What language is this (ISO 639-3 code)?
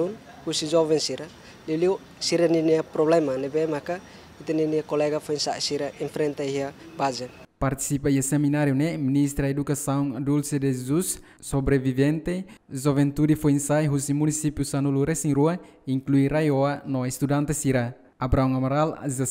tet